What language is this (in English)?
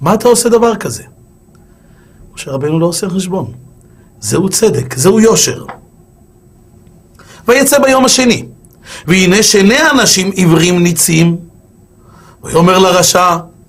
Hebrew